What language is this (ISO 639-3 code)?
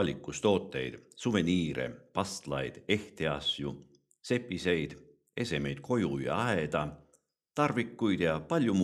est